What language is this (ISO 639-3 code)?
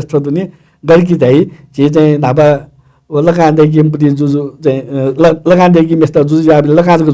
new